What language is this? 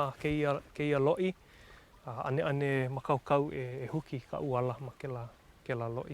Hawaiian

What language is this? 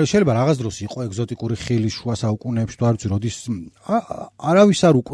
Georgian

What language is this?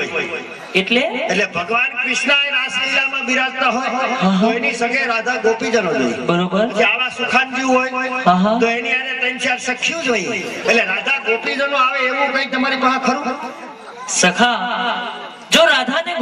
Gujarati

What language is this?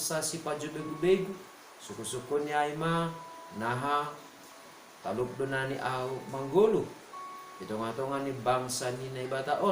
Batak Simalungun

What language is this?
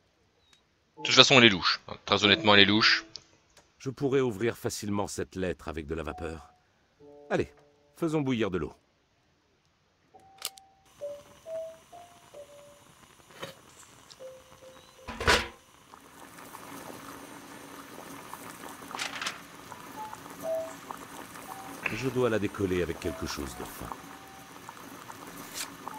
French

